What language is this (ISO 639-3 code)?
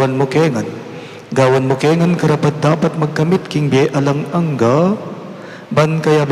pam